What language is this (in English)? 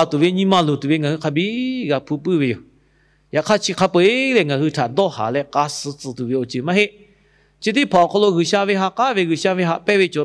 Lahu